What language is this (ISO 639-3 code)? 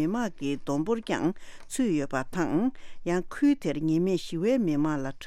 bod